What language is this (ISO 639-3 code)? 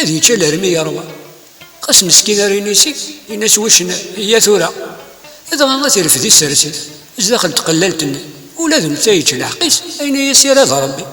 kab